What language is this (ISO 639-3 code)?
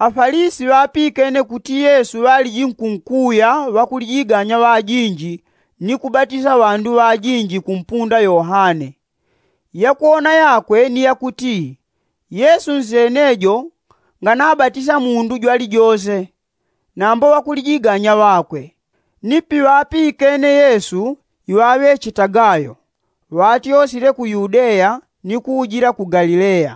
yao